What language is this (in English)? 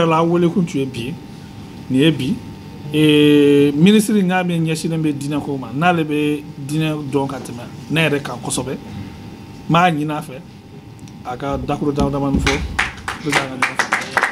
Bambara